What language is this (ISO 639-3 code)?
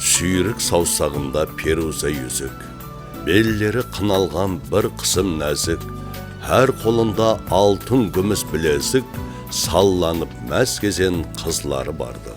kaa